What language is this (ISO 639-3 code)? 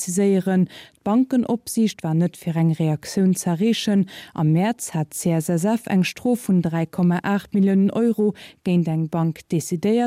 ltz